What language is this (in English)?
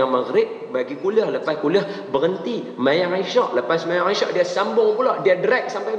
Malay